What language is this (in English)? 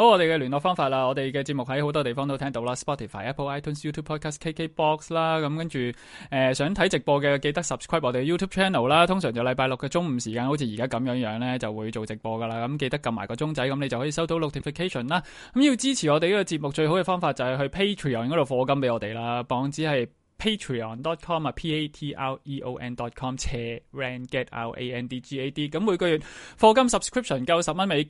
Cantonese